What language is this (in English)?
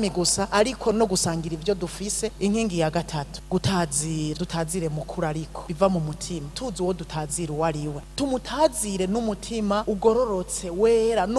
Rundi